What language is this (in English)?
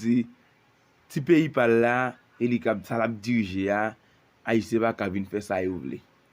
Haitian Creole